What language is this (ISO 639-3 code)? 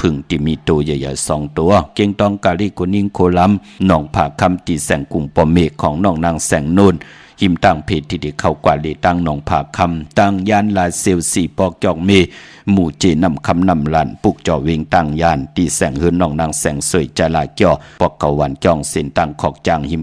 shn